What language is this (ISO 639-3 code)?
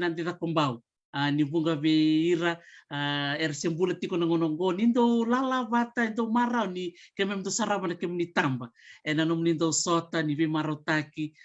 fij